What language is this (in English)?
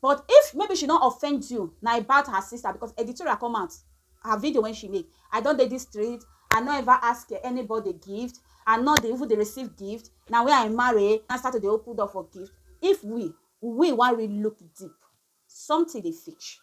Nigerian Pidgin